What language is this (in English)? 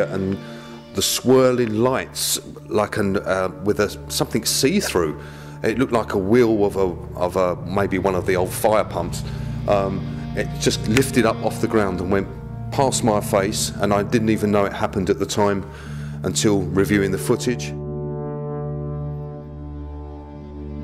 English